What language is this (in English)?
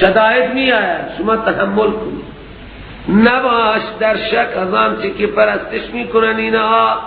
Persian